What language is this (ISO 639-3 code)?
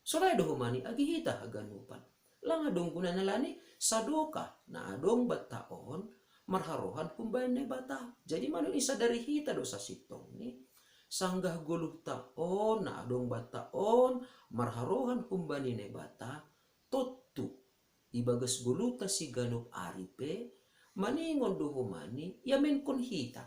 bts